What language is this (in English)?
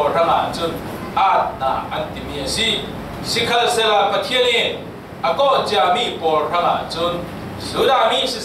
Falam Chin